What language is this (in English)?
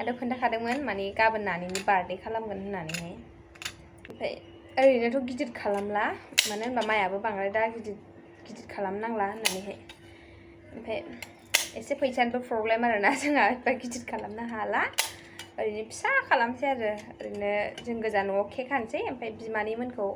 Bodo